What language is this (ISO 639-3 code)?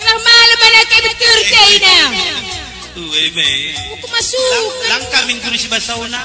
btx